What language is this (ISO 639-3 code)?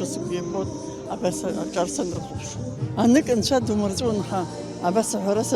abk